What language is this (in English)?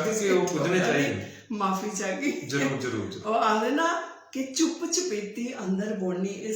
Dogri